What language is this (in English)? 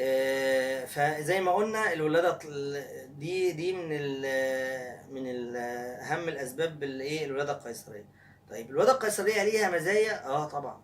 Egyptian Arabic